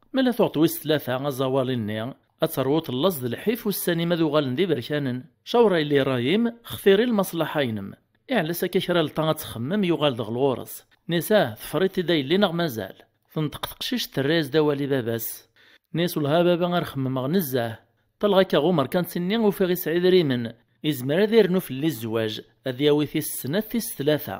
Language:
Kabyle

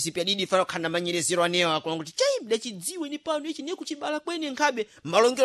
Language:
Sena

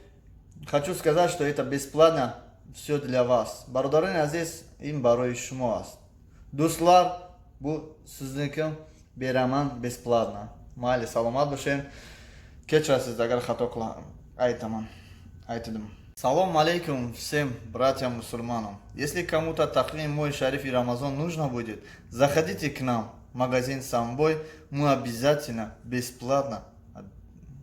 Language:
Tajik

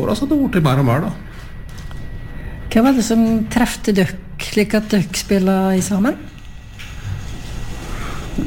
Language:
Norwegian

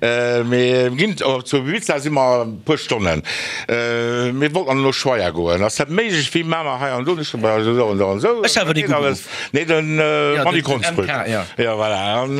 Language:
Luxembourgish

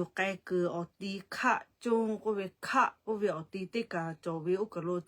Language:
Lahu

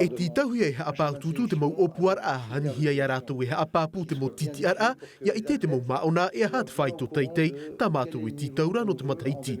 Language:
Tahitian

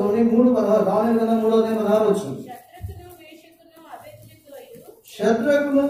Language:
Telugu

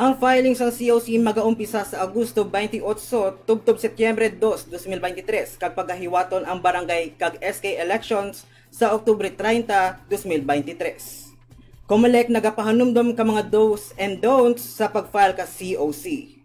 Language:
Hiligaynon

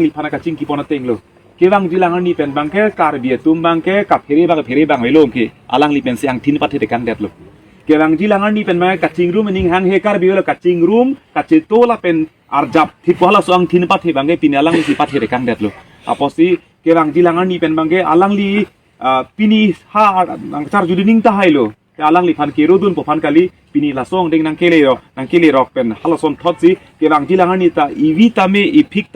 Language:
Karbi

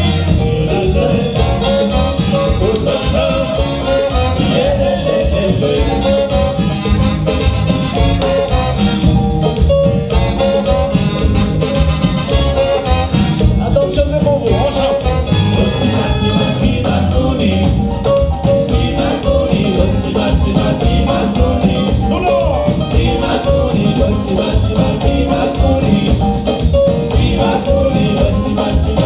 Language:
French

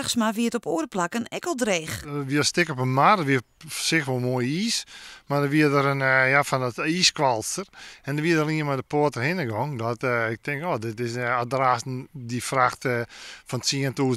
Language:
Western Frisian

